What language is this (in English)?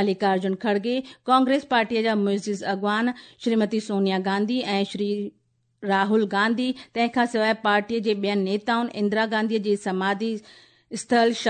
Sindhi